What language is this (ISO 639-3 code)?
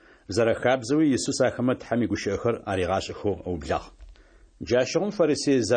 ady